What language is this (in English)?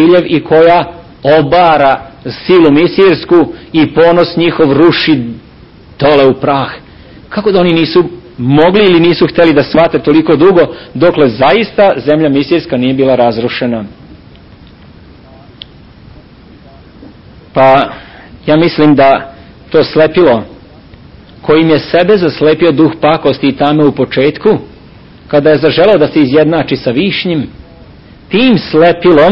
Serbian